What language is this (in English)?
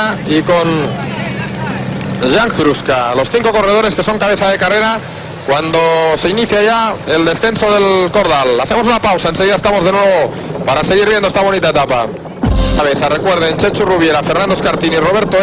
Spanish